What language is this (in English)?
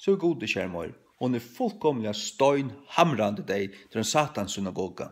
Faroese